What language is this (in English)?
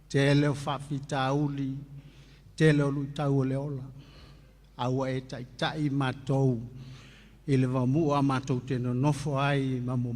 Samoan